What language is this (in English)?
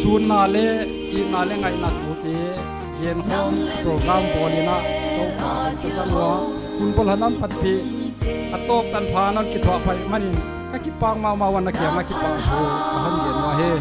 Paite Chin